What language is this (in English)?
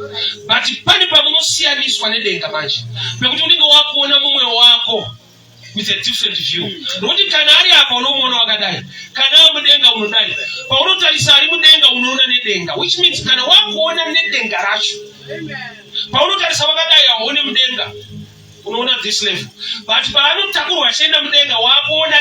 Shona